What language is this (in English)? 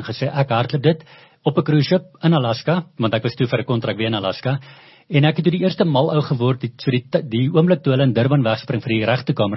Afrikaans